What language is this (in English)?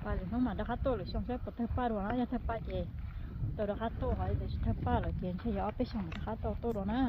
Hmong